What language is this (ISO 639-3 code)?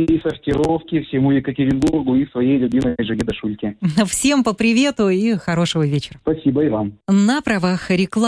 rus